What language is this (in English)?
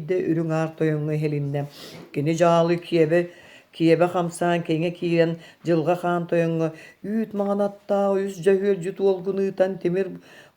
Yakut